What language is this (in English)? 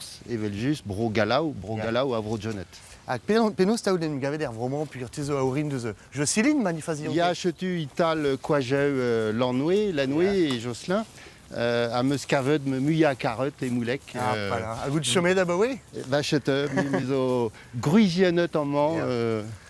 Breton